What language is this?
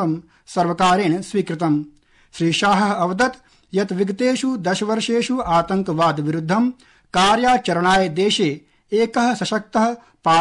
Sanskrit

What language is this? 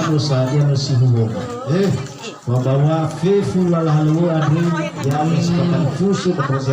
Nias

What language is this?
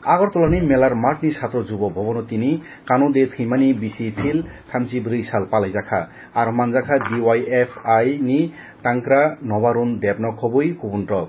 Kok Borok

